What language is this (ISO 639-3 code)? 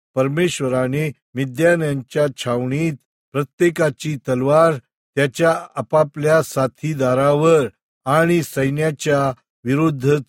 mar